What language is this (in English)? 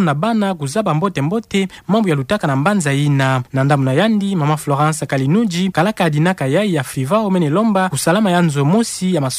Kituba (Democratic Republic of Congo)